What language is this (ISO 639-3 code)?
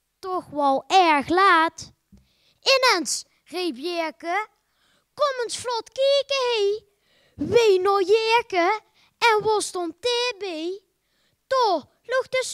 lim